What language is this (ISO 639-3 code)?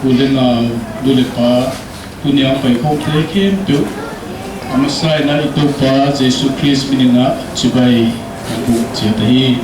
pck